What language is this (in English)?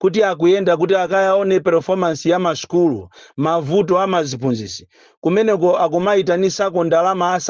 Nyanja